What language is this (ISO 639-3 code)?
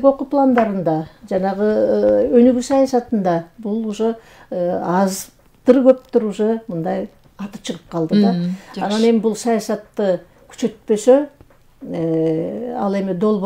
kir